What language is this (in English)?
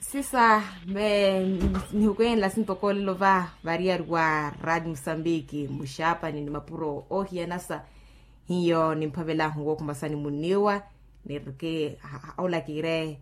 Makhuwa